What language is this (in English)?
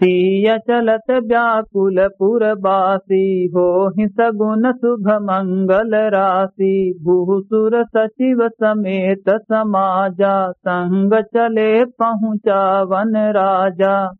Awadhi